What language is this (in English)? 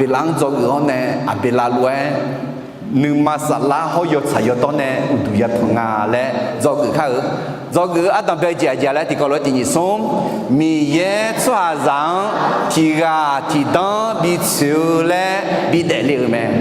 Akha